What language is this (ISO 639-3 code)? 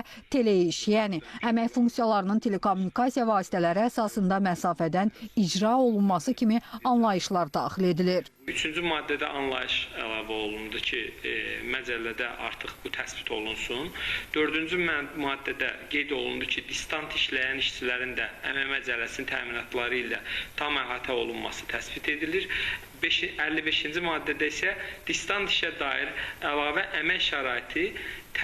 aze